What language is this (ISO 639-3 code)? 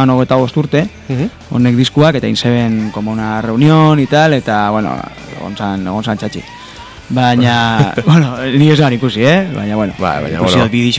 eus